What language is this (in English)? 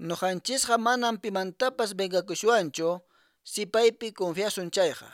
Quechua